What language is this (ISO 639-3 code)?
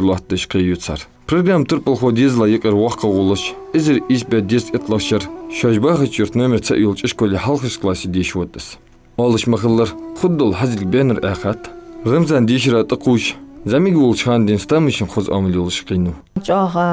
inh